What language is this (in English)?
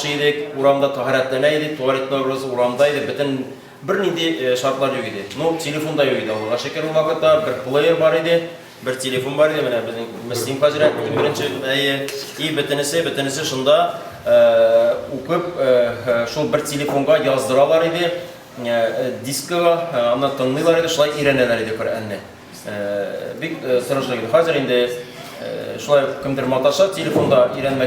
Tatar